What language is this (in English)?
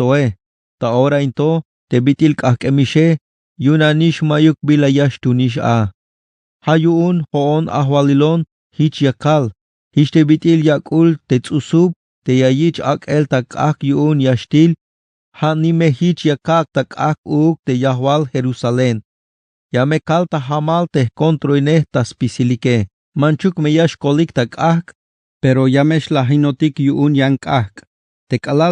Tzeltal